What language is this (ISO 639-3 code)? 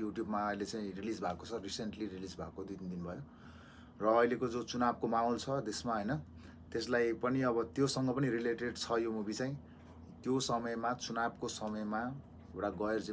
nep